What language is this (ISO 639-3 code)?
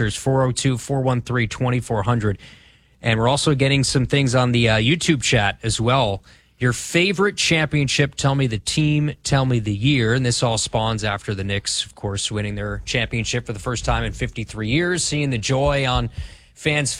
eng